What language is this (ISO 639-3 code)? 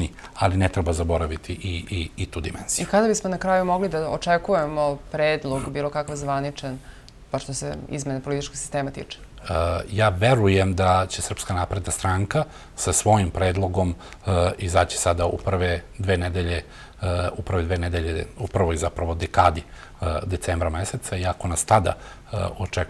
srp